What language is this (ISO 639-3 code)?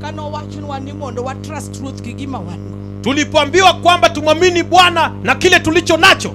luo